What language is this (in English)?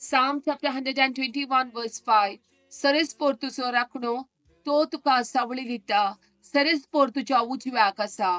Konkani